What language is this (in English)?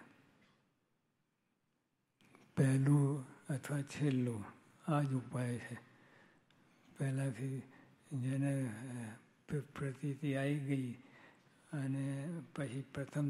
Gujarati